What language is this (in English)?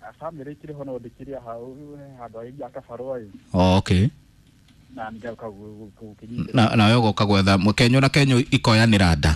Kikuyu